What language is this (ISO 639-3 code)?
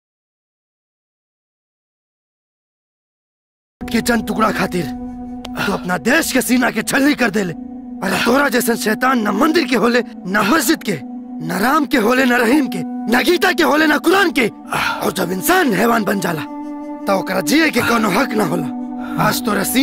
bho